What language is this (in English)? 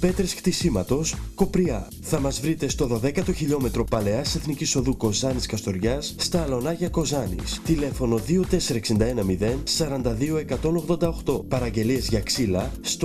Greek